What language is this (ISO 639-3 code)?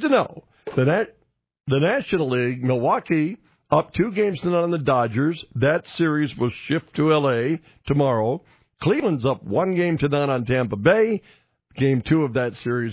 eng